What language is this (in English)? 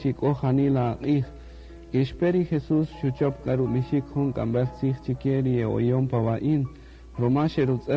Kaqchikel